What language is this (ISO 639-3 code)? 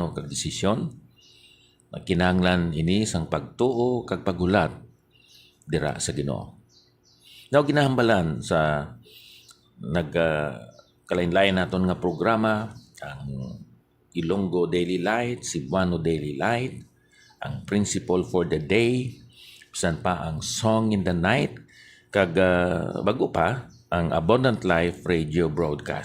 hil